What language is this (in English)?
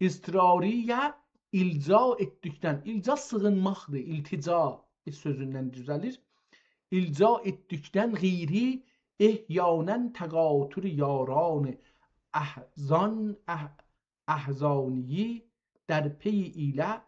South Azerbaijani